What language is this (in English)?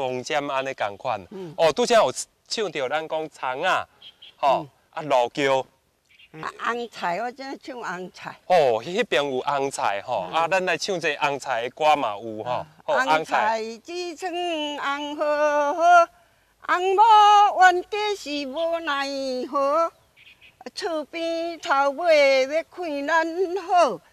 Min Nan Chinese